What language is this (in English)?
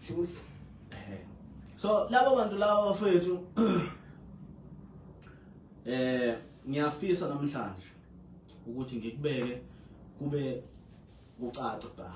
Zulu